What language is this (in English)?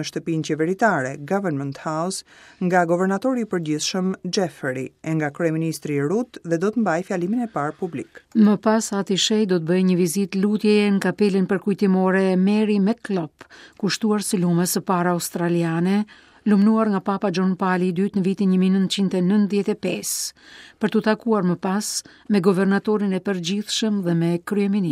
Albanian